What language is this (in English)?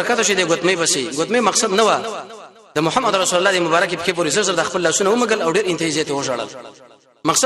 Pashto